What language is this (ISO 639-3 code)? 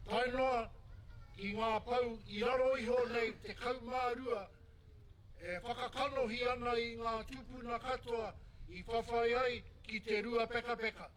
mri